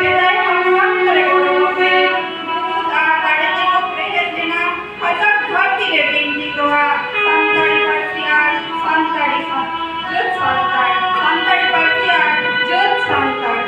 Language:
Santali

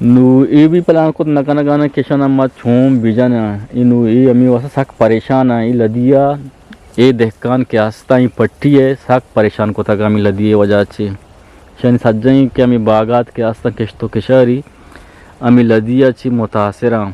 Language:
Eastern Balochi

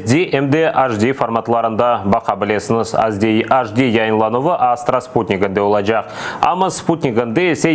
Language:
Crimean Tatar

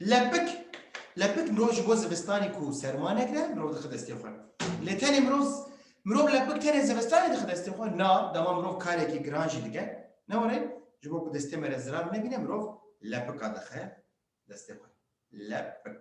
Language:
Kurdish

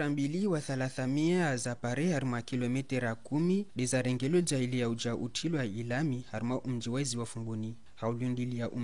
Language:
Ngazidja Comorian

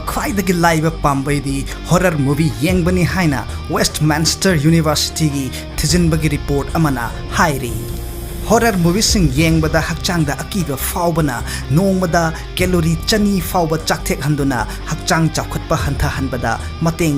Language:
Manipuri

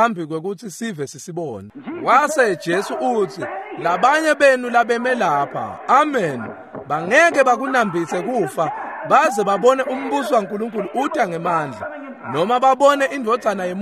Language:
Swati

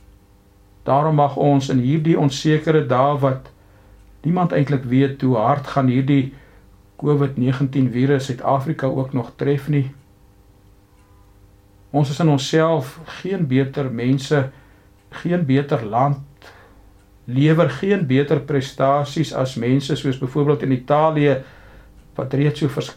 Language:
Afrikaans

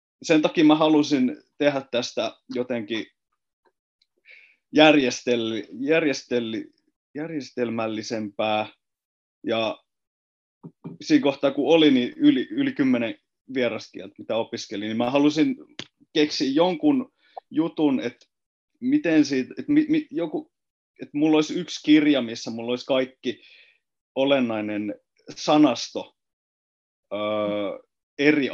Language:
Finnish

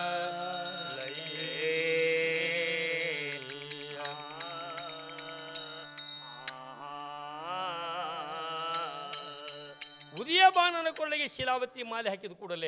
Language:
Kannada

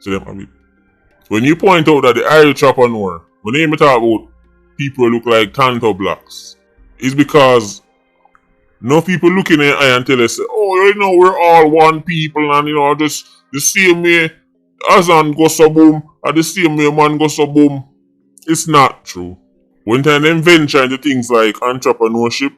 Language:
Jamaican Creole English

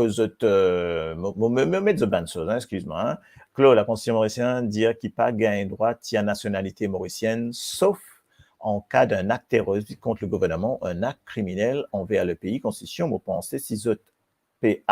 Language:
Morisyen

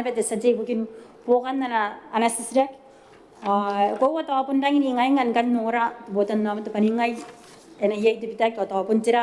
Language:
Gilbertese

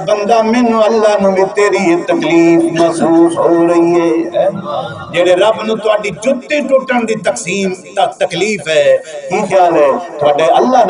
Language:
Saraiki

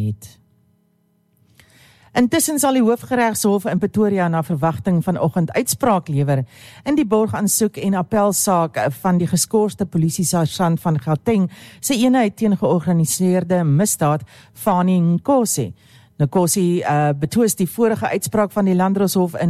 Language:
Afrikaans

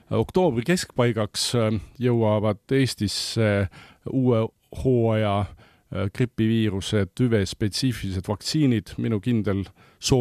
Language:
Estonian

